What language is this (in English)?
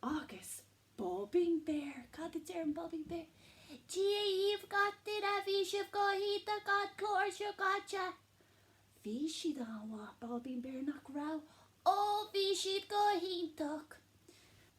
Irish